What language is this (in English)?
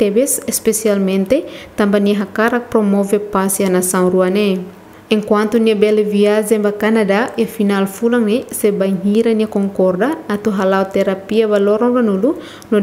Tetum